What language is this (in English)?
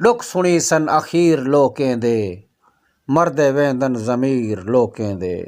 Saraiki